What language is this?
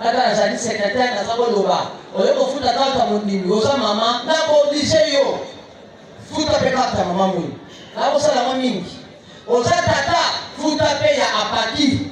Lingala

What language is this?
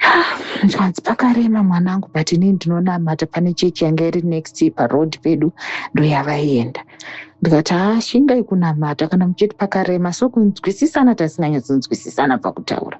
Shona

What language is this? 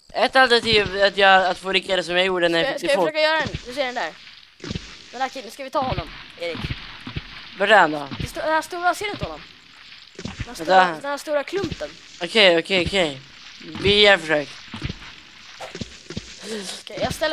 Swedish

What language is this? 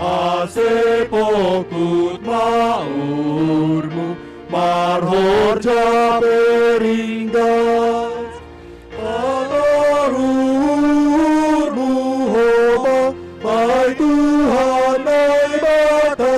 Batak Simalungun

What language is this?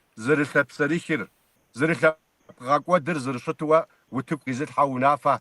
Kabardian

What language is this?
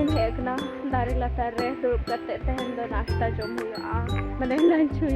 Santali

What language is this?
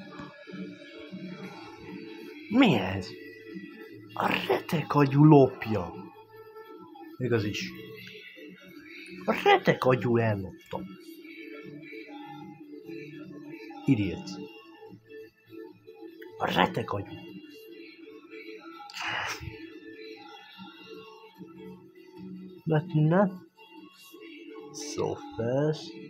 Hungarian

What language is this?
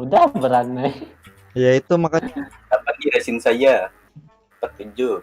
Banjar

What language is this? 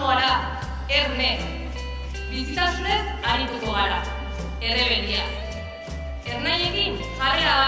Basque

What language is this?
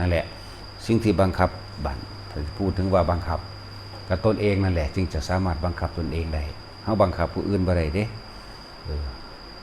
Northeastern Thai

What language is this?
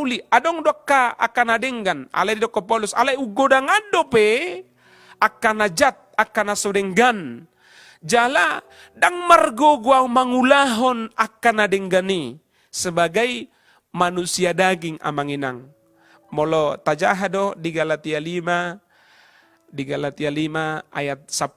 Batak Toba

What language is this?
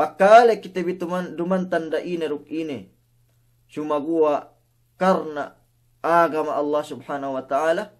Yakan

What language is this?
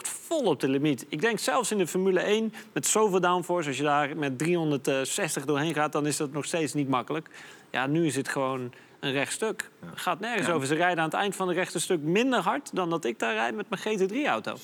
Dutch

